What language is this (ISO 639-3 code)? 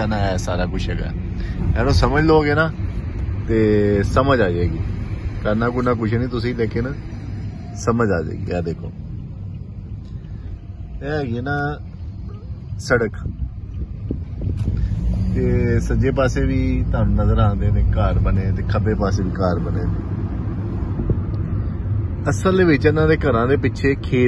pan